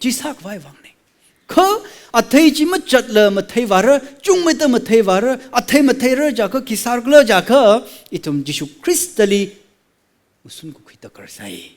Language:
Tangkhul Naga (India)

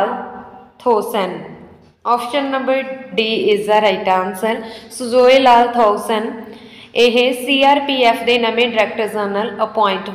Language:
Punjabi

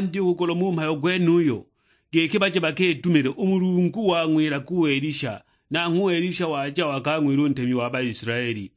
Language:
Sukuma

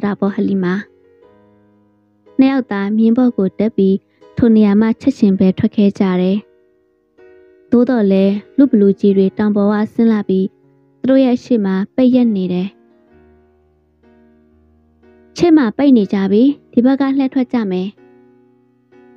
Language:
Burmese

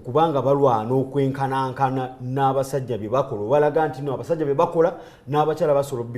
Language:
Ganda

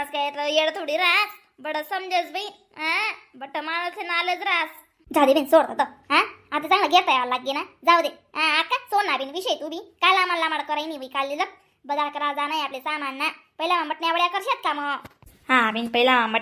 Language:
Khandesi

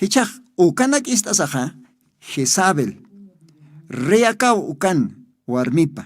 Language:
Aymara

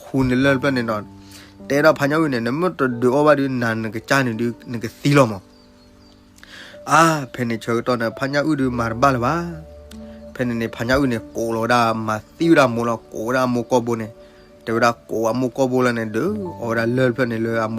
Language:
S'gaw Karen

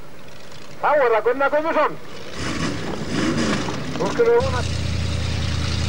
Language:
Icelandic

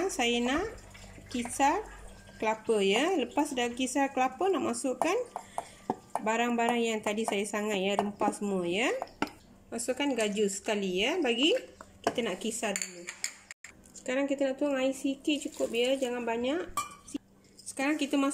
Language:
Malay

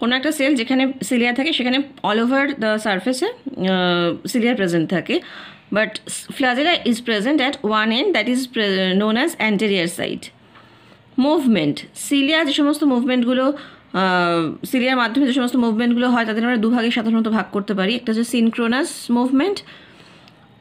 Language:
Bangla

